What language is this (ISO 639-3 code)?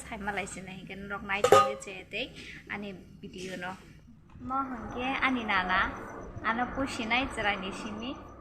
trp